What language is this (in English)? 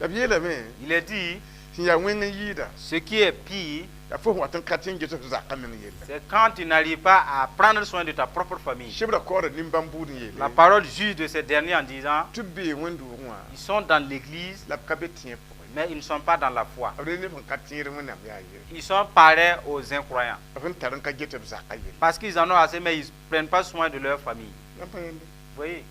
Mossi